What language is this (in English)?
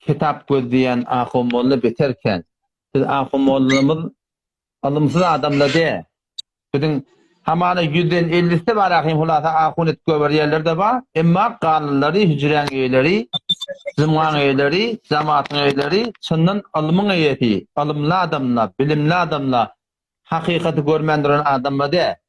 Turkmen